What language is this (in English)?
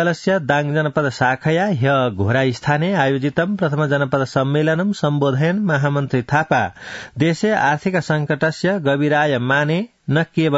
Sanskrit